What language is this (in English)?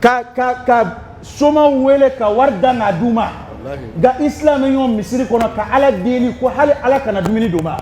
Dyula